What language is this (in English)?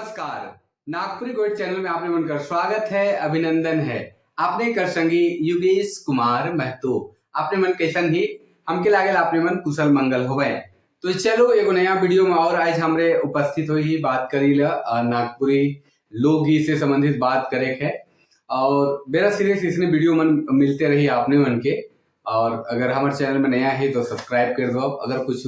Sadri